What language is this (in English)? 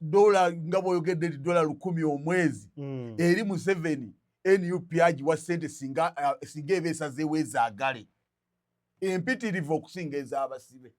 Ganda